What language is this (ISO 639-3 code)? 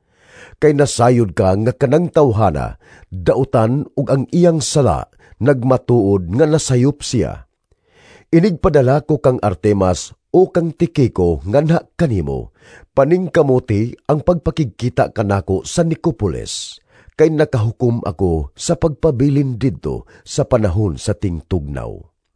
ceb